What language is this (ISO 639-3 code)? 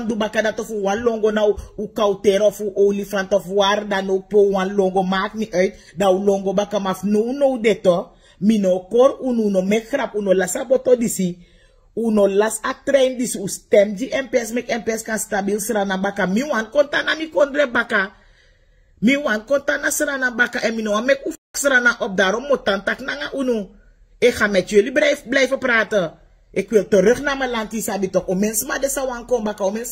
srn